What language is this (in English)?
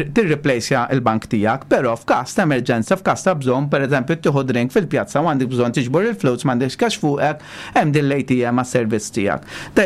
Maltese